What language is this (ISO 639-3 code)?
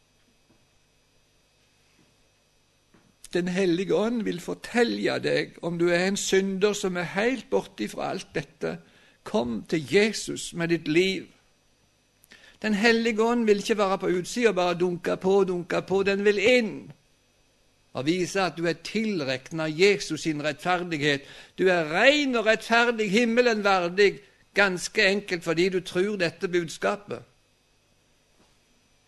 nor